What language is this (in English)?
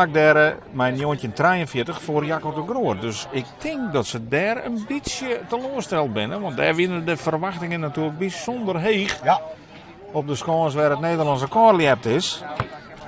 Western Frisian